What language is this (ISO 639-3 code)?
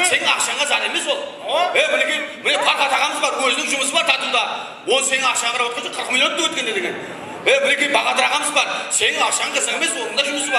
kaa